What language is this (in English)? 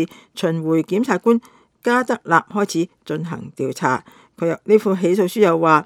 Cantonese